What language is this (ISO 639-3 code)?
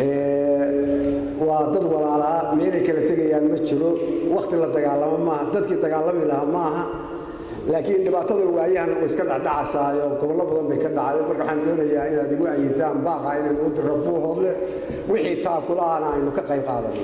som